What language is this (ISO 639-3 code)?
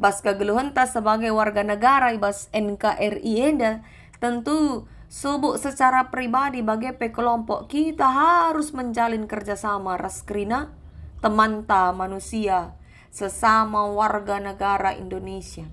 btx